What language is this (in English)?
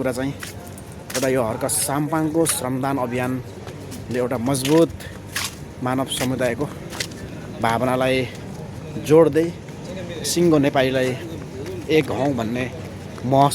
Nepali